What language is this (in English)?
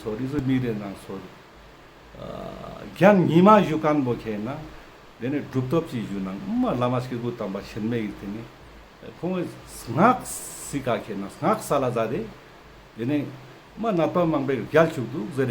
Ladakhi